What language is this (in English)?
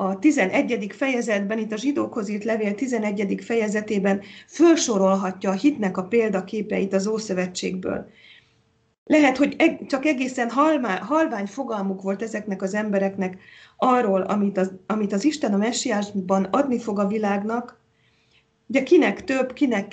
Hungarian